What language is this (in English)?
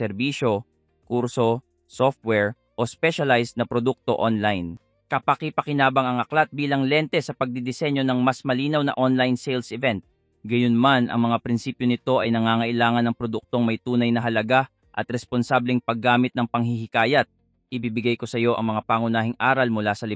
Filipino